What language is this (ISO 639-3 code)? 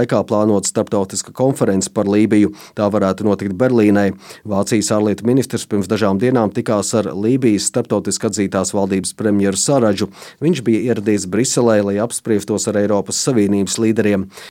lav